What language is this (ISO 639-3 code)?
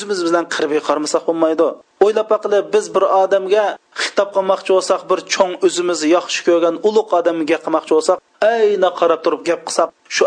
uig